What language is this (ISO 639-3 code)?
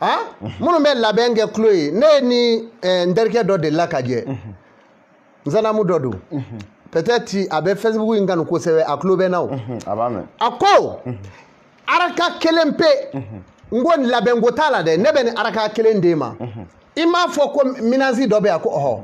bam